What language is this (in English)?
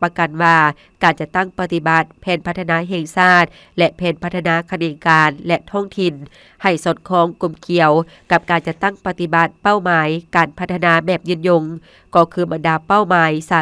Lao